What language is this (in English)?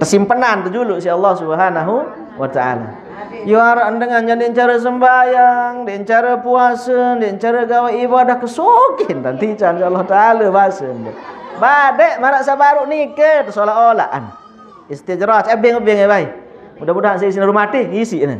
Sasak